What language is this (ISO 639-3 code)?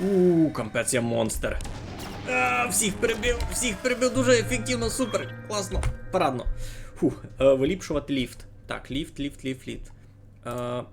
rue